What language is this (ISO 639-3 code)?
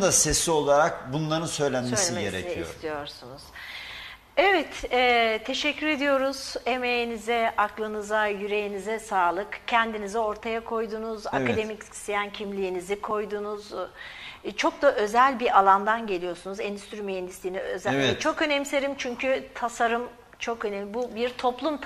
tur